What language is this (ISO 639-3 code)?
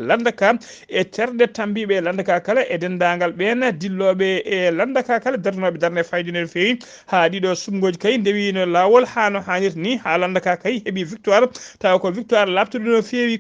ful